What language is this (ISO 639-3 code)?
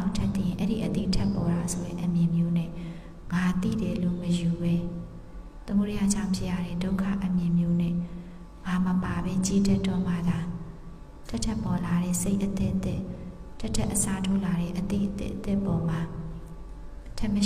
mya